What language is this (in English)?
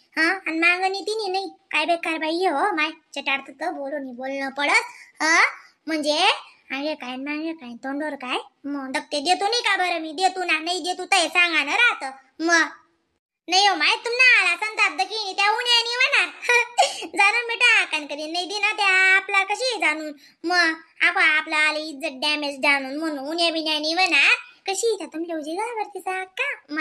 Khandesi